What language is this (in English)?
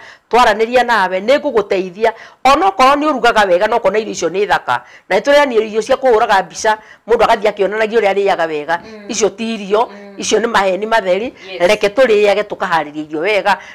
Kikuyu